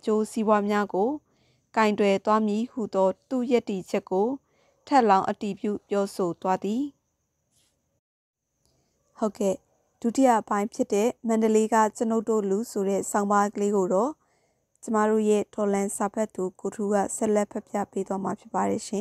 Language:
Burmese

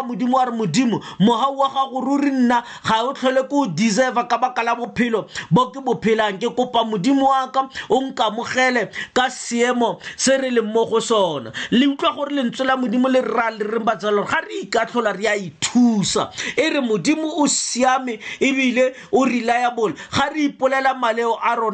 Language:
Tswana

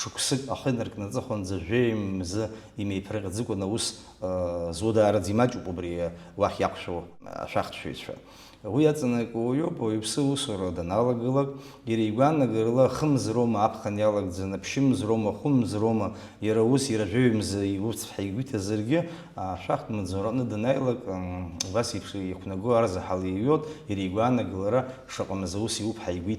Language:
Abkhazian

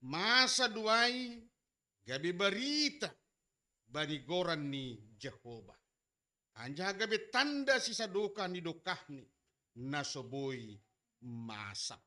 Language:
Batak Simalungun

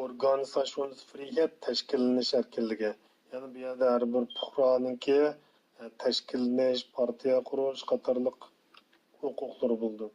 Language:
Uyghur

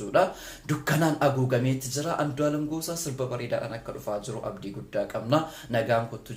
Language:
Oromo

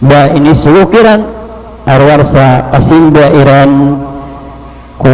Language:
Maranao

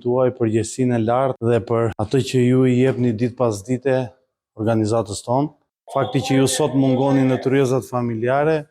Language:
Albanian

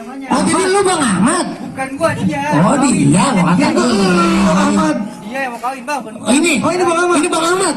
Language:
Betawi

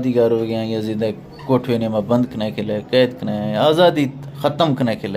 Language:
Eastern Balochi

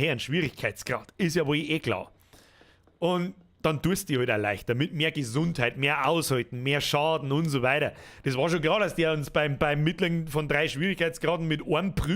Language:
Bavarian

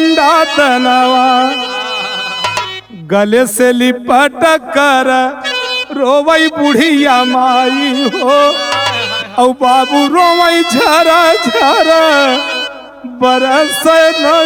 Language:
Bhojpuri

